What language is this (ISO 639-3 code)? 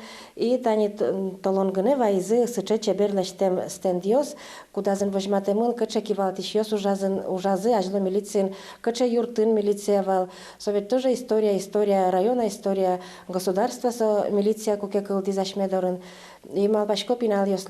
udm